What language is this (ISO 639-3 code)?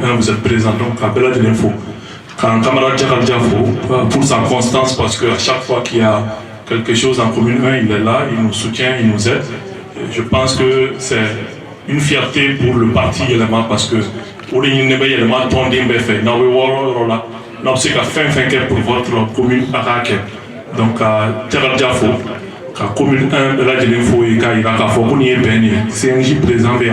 bam